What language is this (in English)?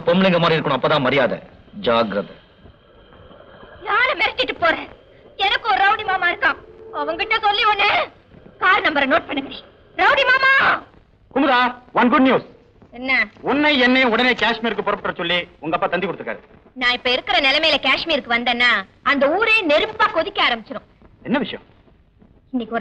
Tamil